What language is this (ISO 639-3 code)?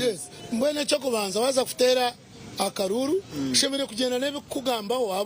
nyn